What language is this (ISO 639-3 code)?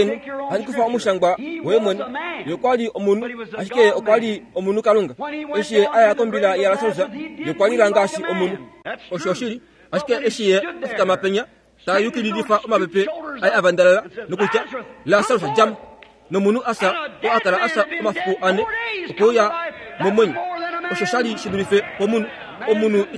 kua